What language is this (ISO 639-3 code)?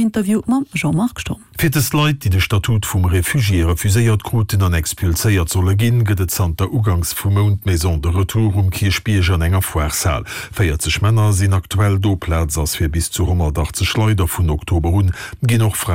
ltz